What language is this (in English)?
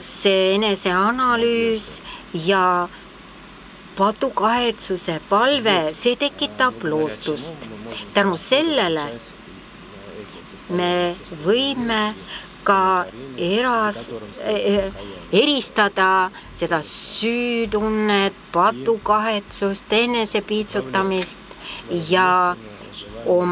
Estonian